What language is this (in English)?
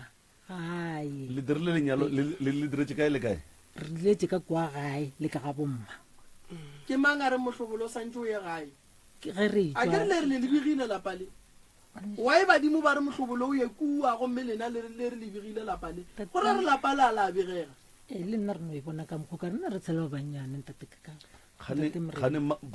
Northern Sotho